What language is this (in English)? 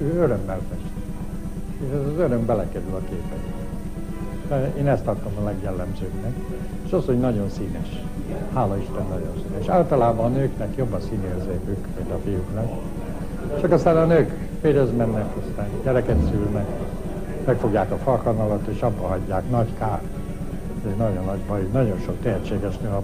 Hungarian